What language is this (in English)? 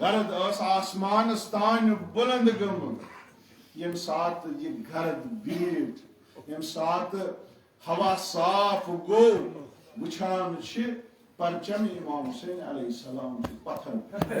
Kashmiri